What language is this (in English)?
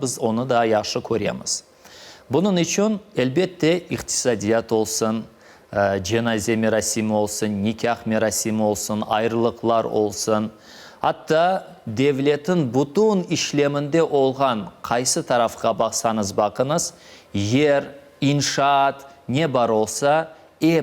Crimean Tatar